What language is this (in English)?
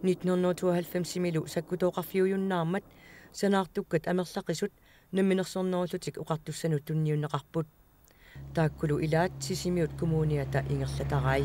Kalaallisut